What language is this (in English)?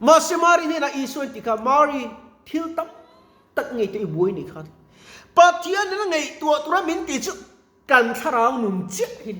Mizo